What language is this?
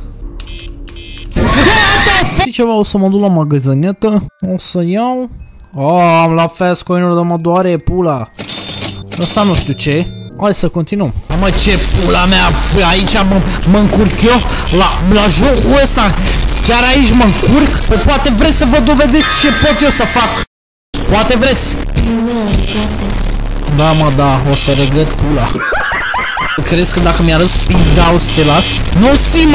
Romanian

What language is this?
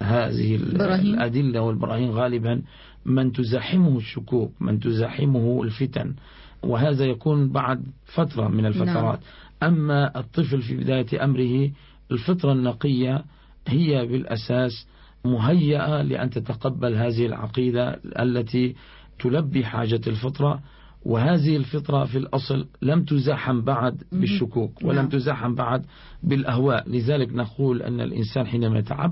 Arabic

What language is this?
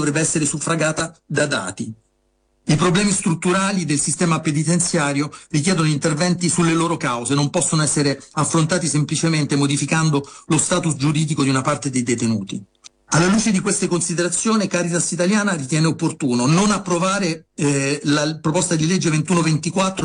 Italian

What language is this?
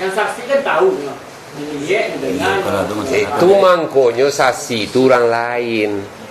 Minangkabau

